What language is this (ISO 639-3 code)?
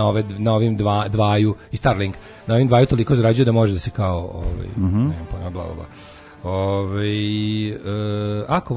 srp